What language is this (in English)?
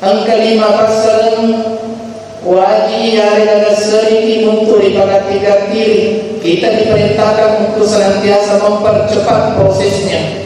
Buginese